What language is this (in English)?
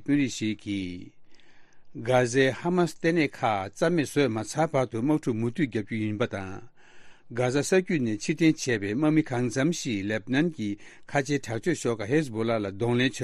Tibetan